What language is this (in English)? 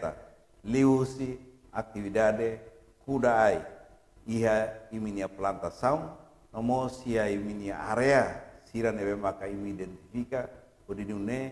Tetum